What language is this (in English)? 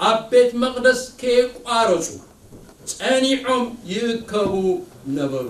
Tigrinya